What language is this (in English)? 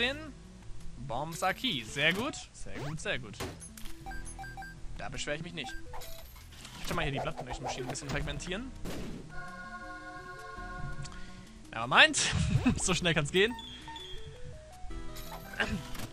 German